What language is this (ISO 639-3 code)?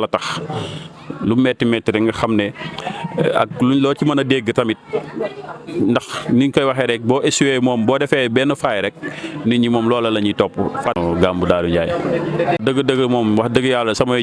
wol